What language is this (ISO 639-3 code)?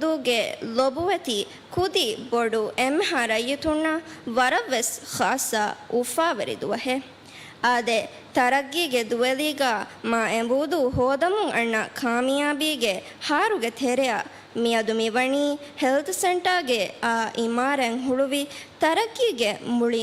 div